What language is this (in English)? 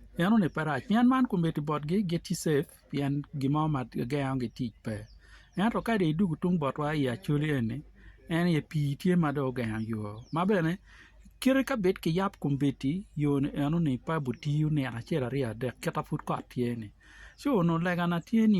Acoli